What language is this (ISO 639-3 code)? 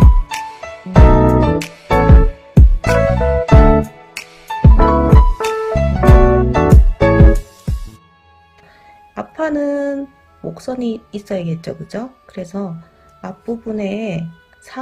kor